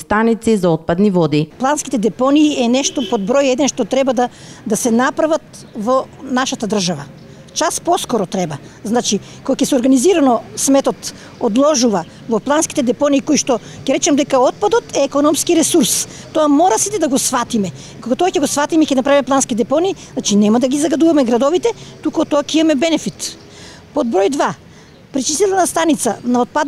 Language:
Macedonian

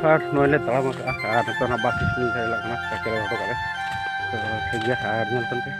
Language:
Santali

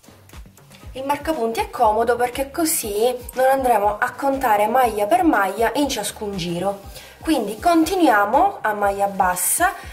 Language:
Italian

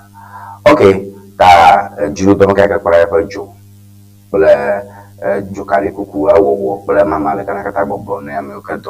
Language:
Ewe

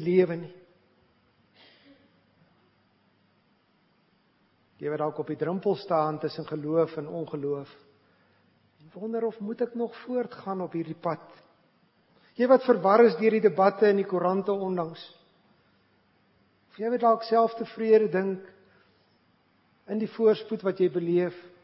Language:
Afrikaans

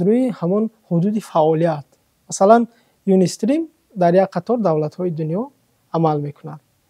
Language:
Tajik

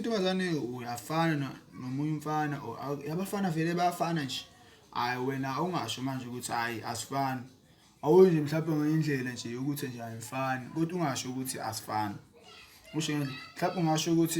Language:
Zulu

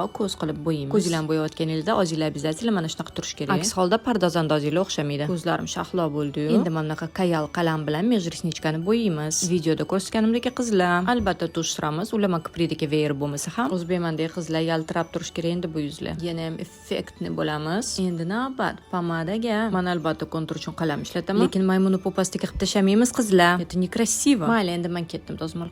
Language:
Uzbek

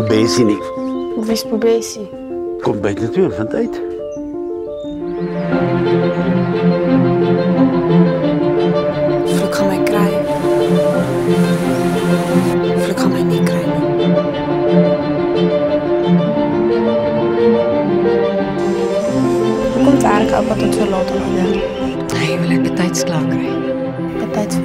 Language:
Afrikaans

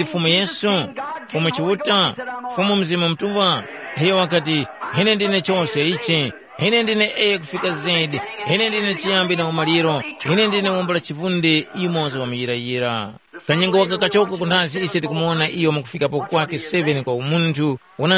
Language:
Tumbuka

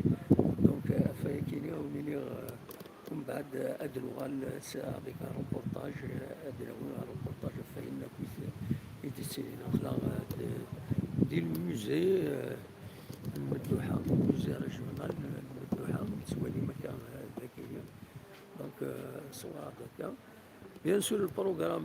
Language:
Kabyle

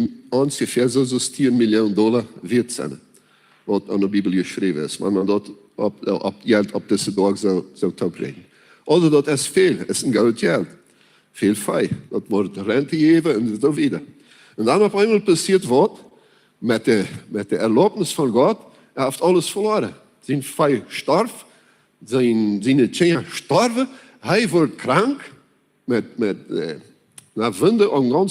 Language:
Plautdietsch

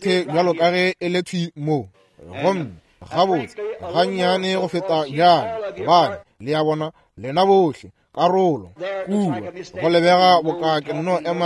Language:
Northern Sotho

